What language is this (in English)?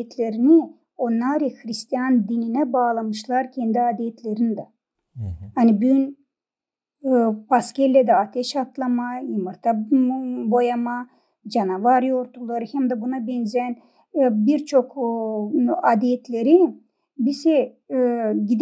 Gagauz